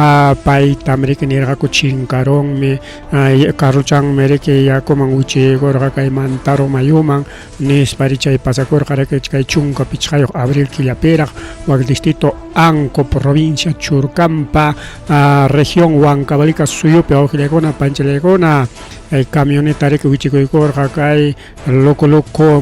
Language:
Ayacucho Quechua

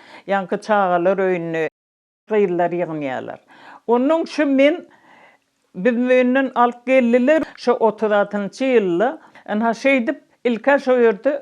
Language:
Turkmen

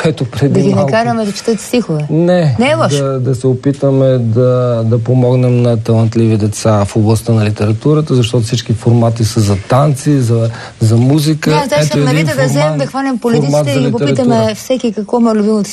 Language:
Bulgarian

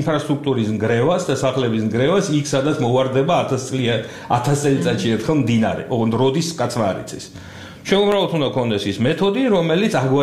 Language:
Georgian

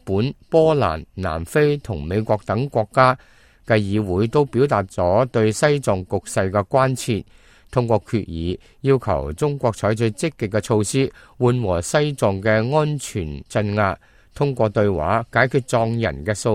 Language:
Cantonese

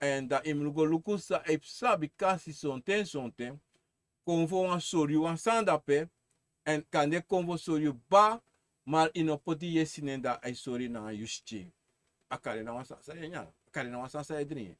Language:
Sranan Tongo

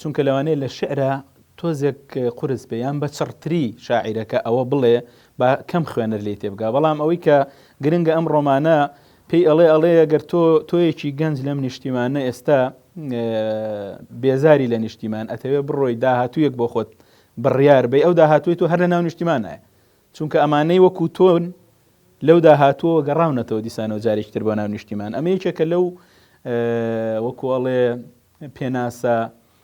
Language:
Central Kurdish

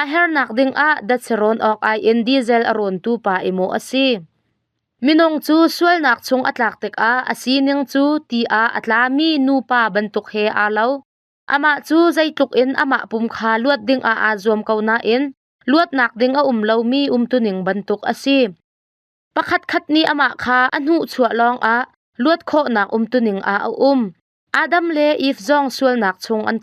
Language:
Hakha Chin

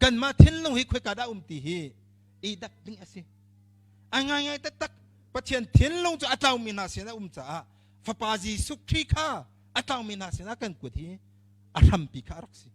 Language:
Hakha Chin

